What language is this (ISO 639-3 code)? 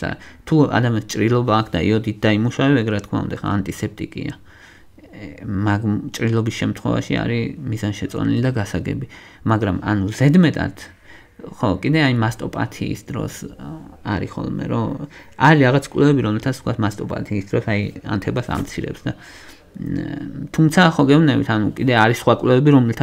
kat